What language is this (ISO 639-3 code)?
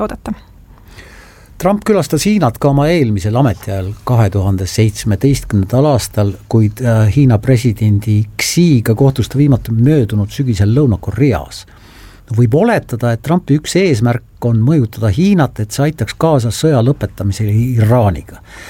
est